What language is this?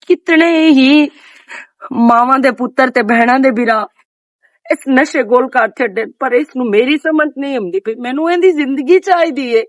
Western Panjabi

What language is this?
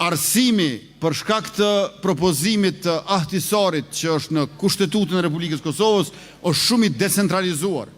Albanian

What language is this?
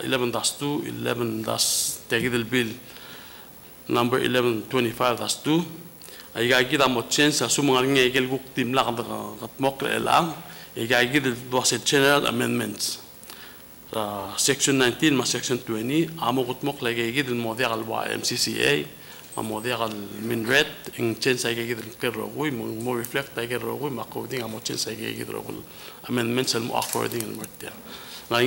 Palauan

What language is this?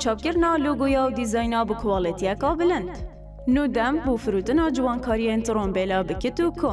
Kurdish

